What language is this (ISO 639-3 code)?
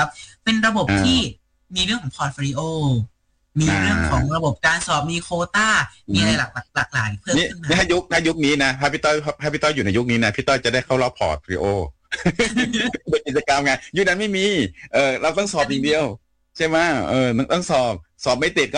tha